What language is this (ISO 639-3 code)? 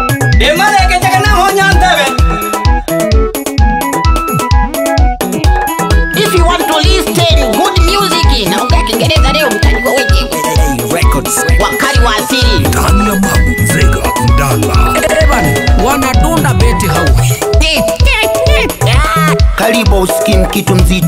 swa